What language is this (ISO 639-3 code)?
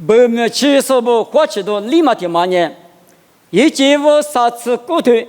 lis